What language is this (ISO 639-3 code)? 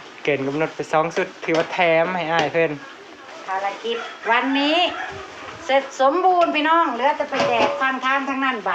tts